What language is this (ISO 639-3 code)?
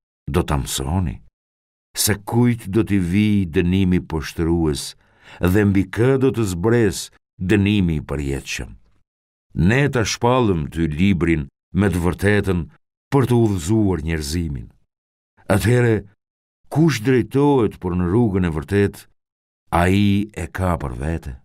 sqi